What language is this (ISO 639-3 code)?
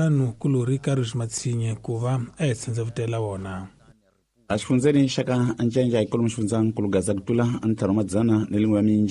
tso